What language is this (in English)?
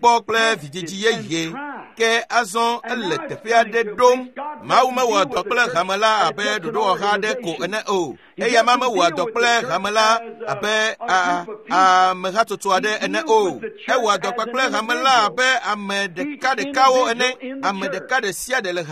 Ewe